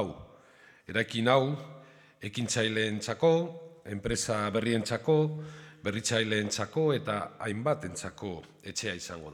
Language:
Basque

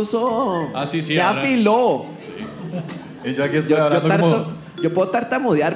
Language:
Spanish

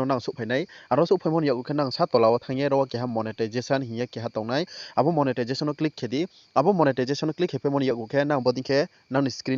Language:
Riang (India)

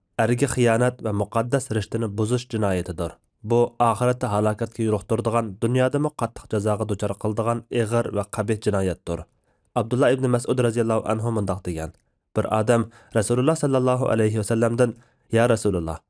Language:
Uyghur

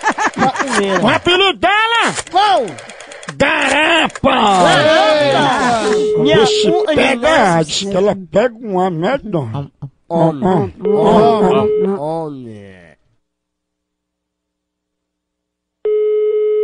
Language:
Portuguese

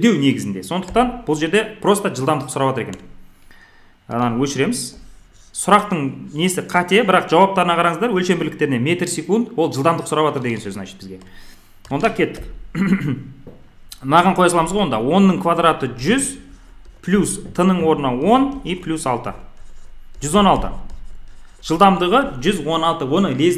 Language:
Kazakh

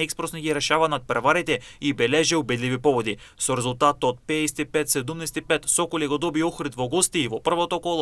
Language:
Macedonian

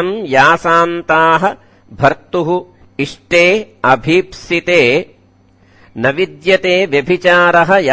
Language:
Sanskrit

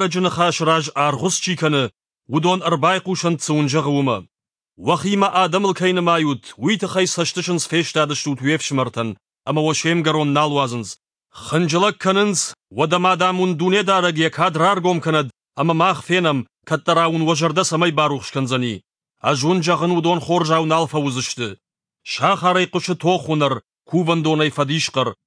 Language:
Ossetic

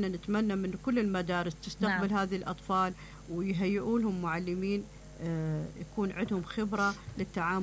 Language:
Mesopotamian Arabic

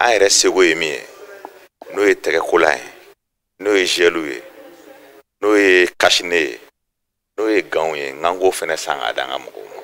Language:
Bambara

